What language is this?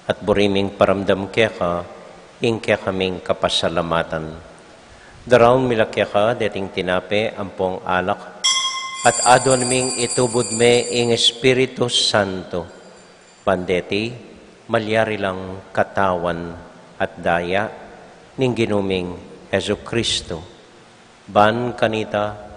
Pampanga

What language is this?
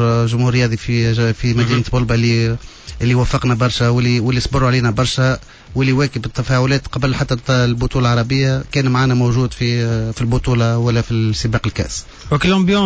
Tunisian Arabic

